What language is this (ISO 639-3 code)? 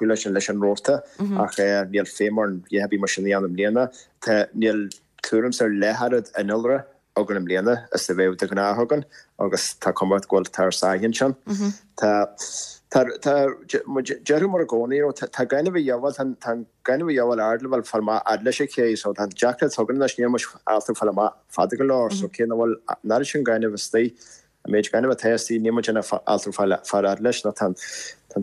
gle